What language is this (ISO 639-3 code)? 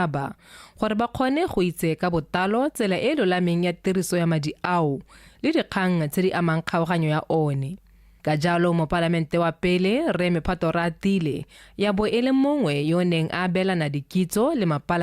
tsn